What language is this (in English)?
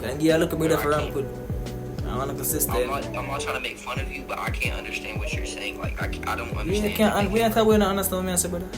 Jamaican Creole English